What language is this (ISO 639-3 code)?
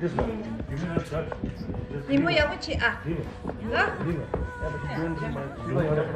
bod